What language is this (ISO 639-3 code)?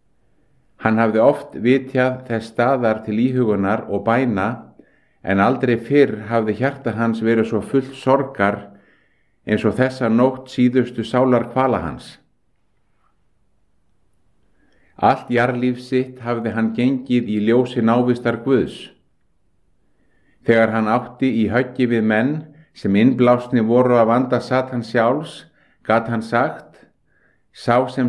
isl